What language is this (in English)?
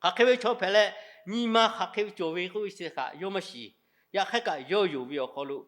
Lahu